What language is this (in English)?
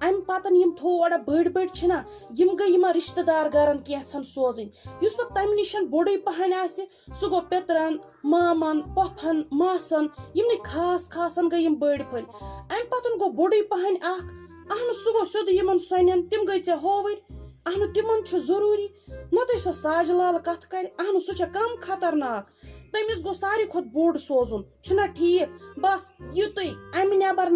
Kashmiri